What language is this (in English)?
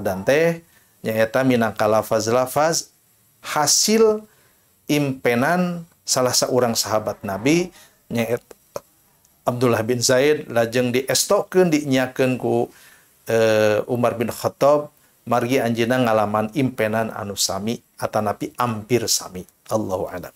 Sundanese